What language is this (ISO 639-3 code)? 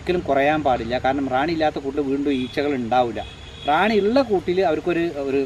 mal